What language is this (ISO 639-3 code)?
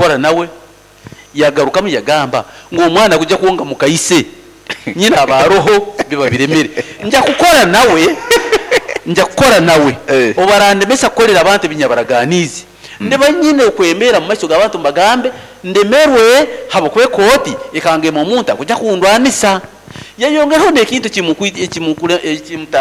nyo